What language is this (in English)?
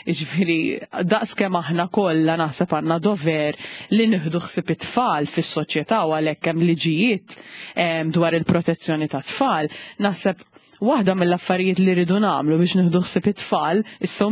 Maltese